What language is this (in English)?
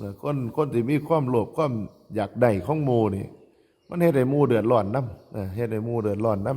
Northeastern Thai